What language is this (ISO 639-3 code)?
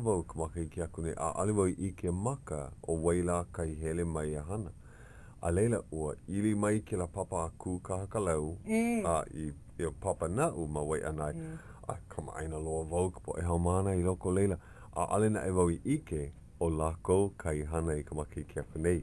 haw